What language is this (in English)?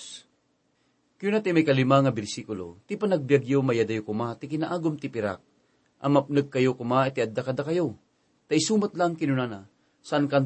Iloko